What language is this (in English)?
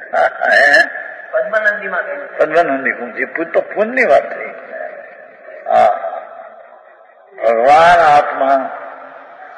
Gujarati